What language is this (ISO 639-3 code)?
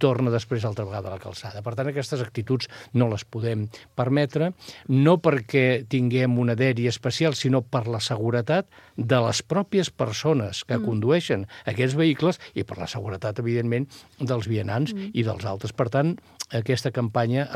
cat